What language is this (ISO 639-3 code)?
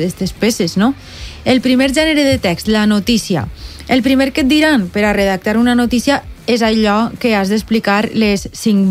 cat